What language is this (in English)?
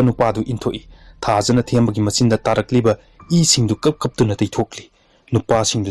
Manipuri